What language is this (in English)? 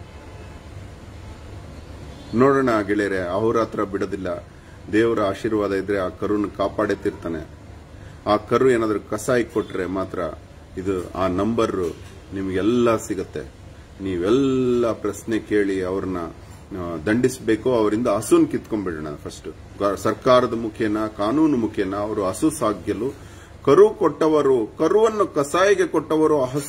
Kannada